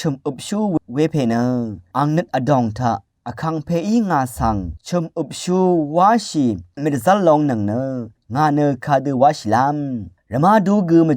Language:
Rawang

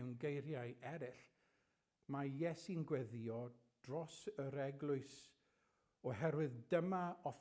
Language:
Welsh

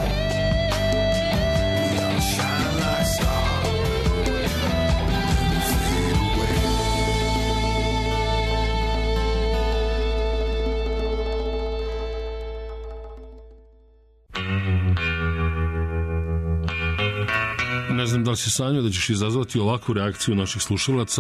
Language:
Serbian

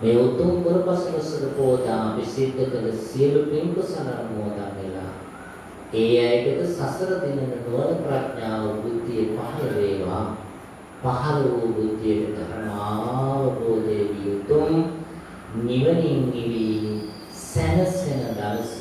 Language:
Sinhala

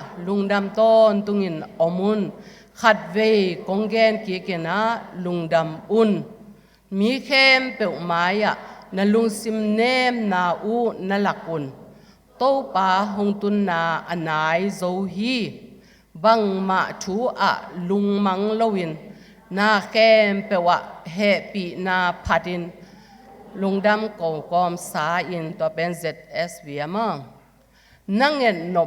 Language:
Tedim Chin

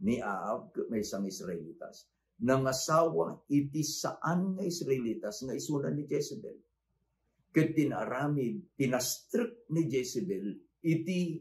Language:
Iloko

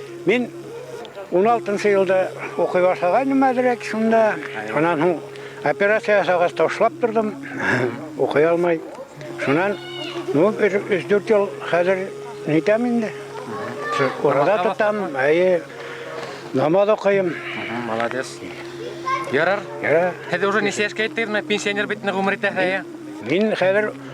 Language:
Bashkir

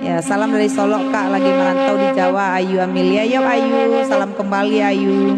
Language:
Minangkabau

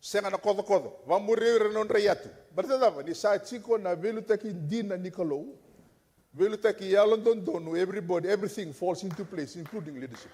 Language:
Fijian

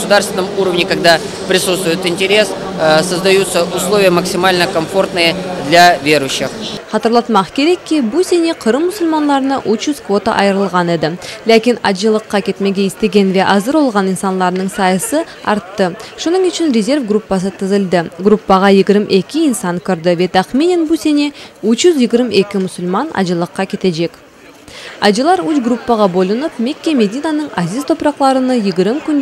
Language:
Crimean Tatar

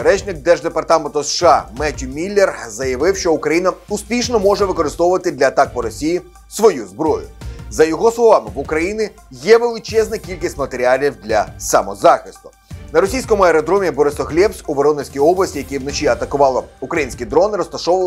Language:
Ukrainian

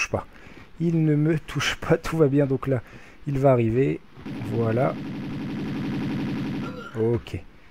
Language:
French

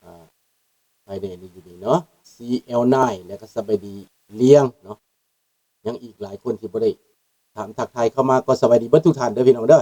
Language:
Lao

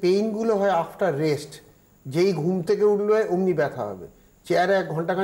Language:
Bangla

